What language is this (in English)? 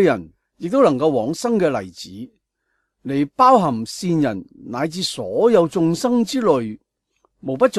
Cantonese